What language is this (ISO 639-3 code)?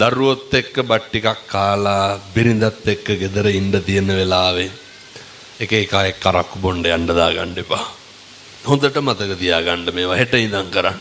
sin